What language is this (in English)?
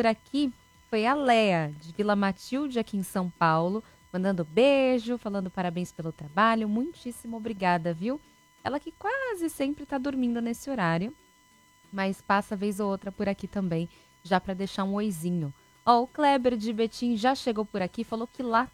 Portuguese